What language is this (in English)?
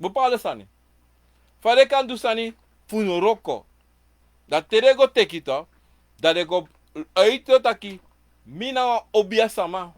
Sranan Tongo